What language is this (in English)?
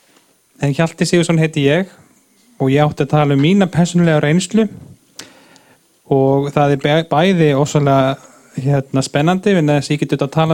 Icelandic